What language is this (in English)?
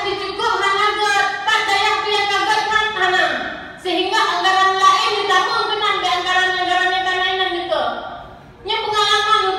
Achinese